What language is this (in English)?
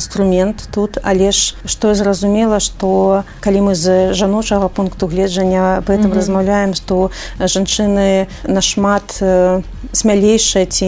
Belarusian